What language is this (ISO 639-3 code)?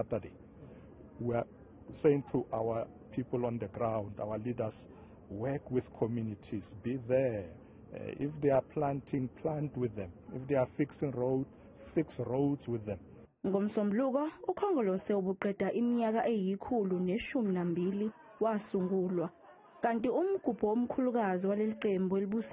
zul